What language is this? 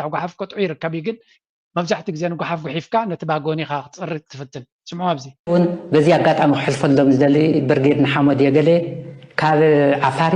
Tigrinya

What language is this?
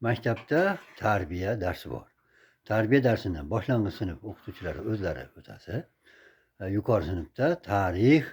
Uzbek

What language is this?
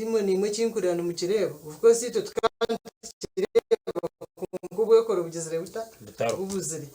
Nyankole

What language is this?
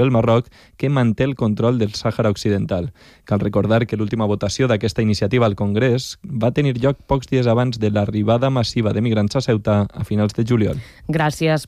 Catalan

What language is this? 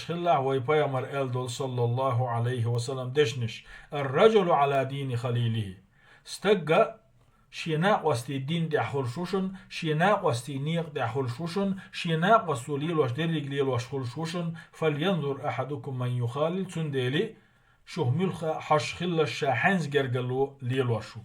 Chechen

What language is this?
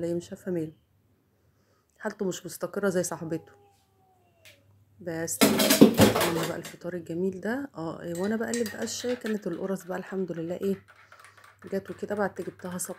Egyptian Arabic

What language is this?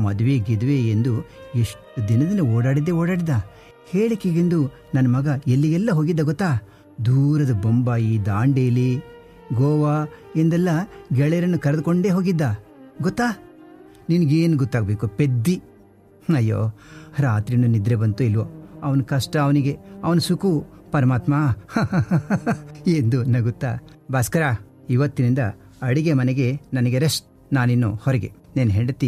Kannada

